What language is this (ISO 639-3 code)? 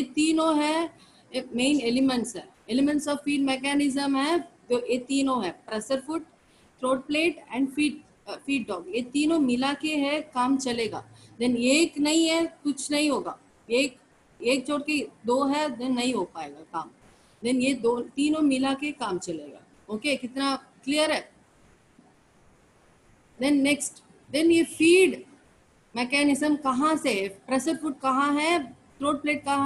hin